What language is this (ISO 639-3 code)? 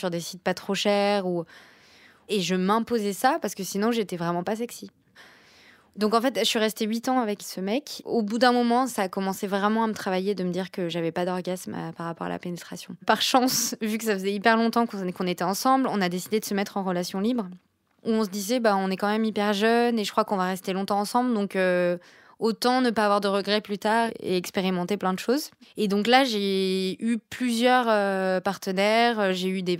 fra